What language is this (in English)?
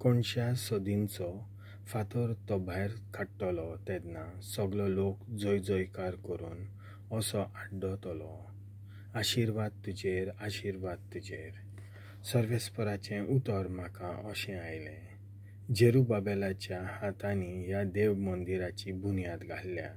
Konkani